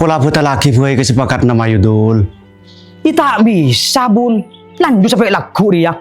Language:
Madurese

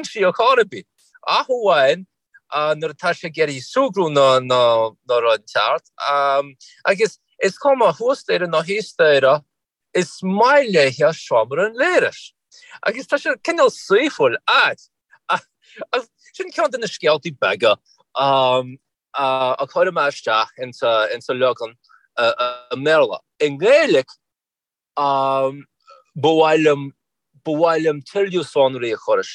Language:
Irish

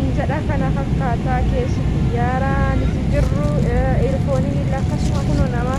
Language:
Oromo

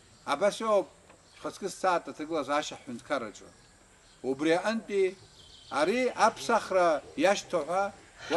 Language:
Abkhazian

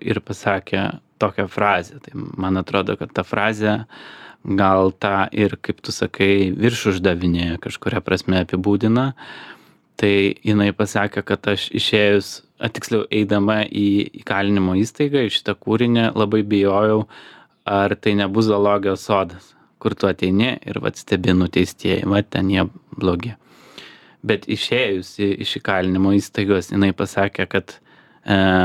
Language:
Lithuanian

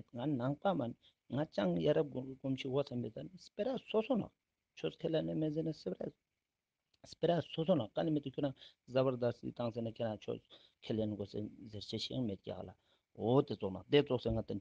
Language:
Ladakhi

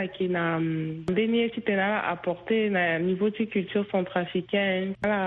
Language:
Sango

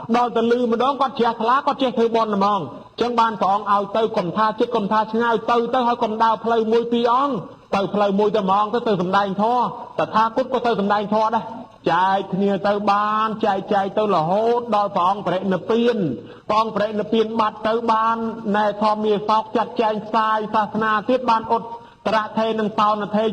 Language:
Khmer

